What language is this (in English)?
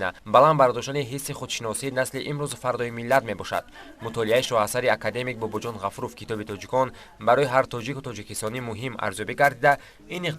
Tajik